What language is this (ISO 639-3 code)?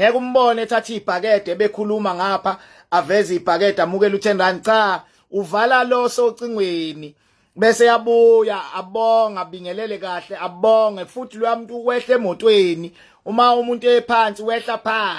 zul